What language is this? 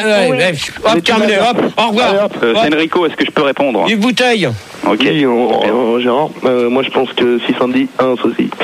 French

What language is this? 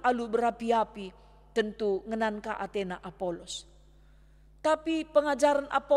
Batak Karo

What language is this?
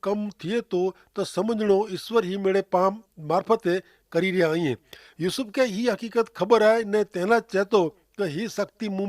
Kachhi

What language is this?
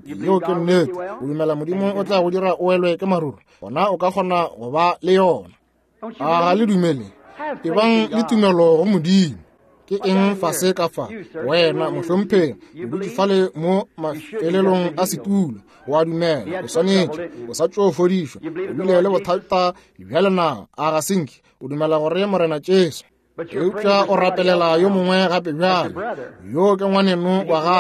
Northern Sotho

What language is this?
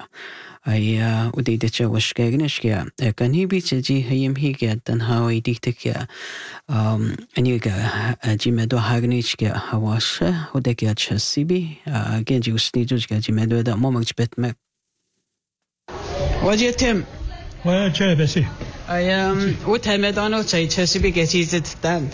English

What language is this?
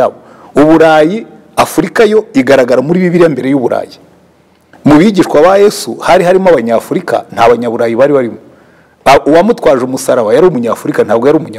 Kinyarwanda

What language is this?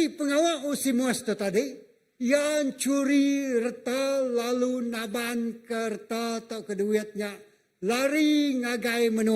Iban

